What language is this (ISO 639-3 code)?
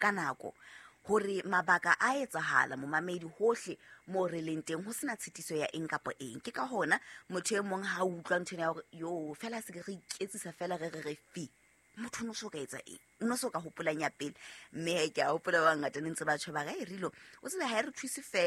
sot